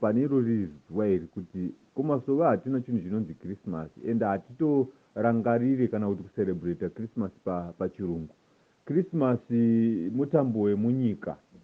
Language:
Shona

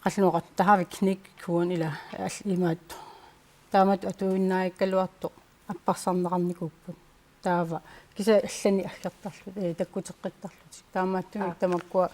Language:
Kalaallisut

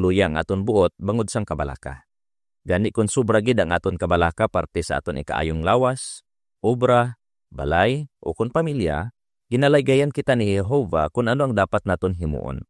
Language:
Hiligaynon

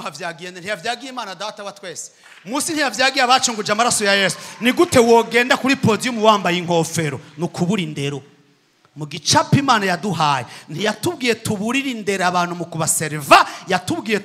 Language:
Rundi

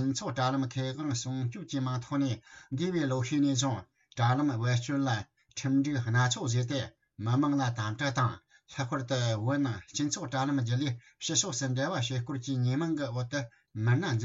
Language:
Tibetan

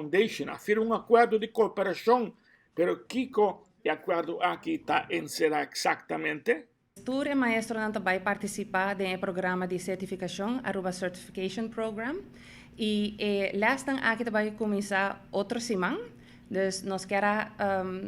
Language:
Papiamento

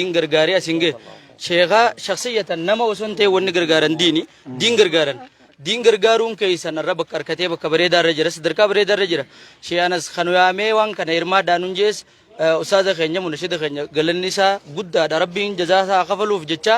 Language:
Oromo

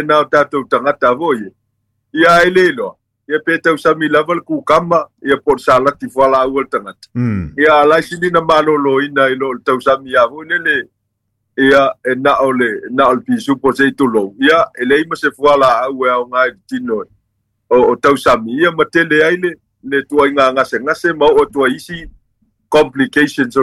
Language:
Samoan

